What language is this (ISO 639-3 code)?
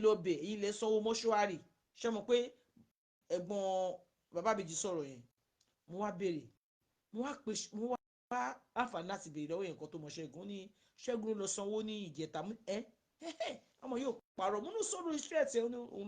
yor